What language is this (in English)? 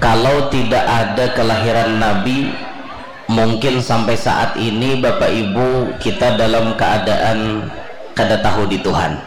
Banjar